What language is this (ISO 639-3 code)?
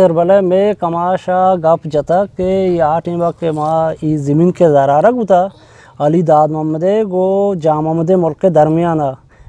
bgp